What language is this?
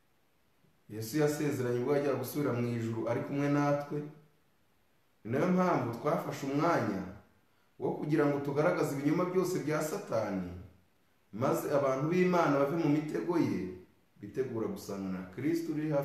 Kinyarwanda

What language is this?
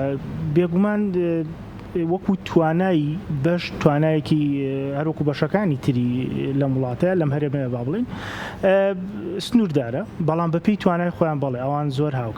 Central Kurdish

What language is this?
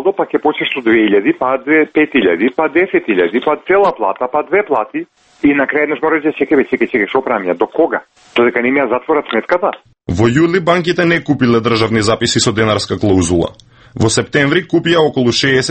Macedonian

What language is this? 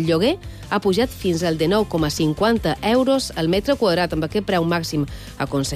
Catalan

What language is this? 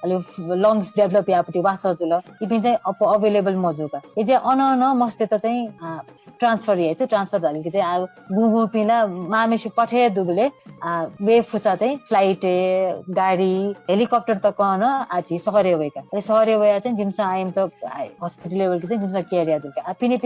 Newari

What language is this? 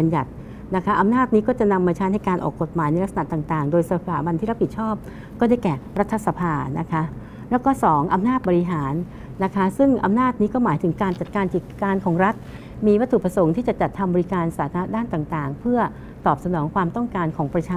Thai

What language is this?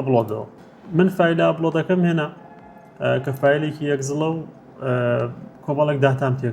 Central Kurdish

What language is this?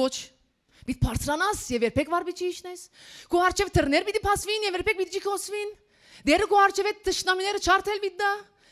Western Armenian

